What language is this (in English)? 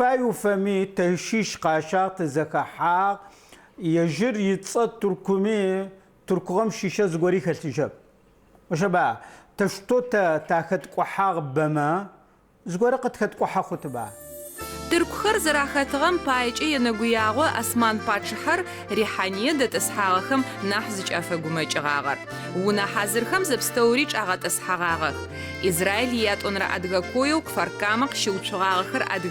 Adyghe